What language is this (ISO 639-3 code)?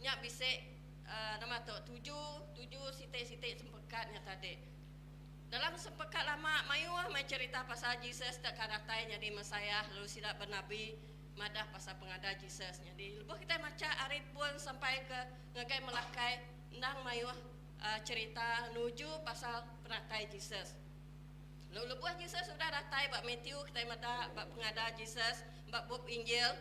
iba